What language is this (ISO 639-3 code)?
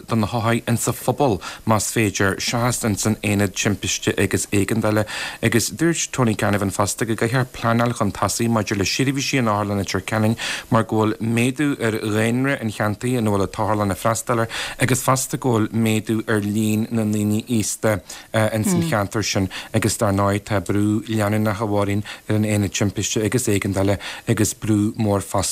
gle